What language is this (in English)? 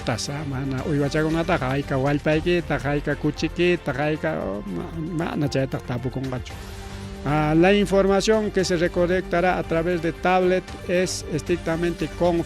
Ayacucho Quechua